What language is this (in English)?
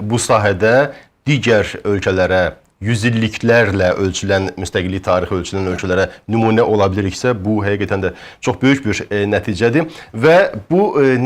Azerbaijani